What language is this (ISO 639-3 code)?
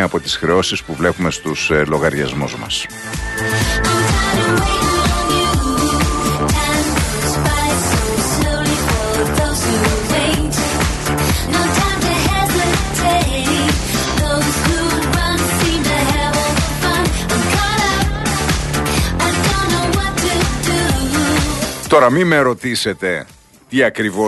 ell